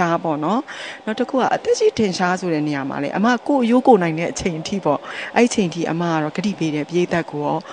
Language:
Burmese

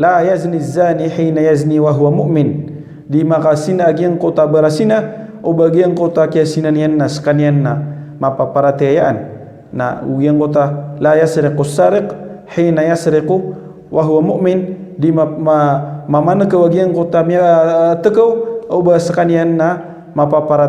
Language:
Maranao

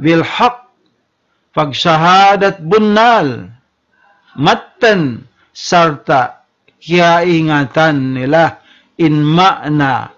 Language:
Tausug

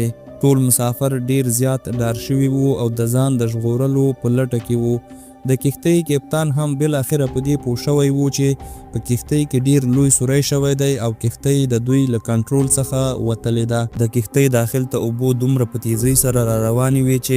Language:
Pashto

